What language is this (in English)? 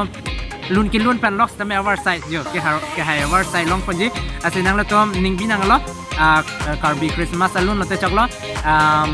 Karbi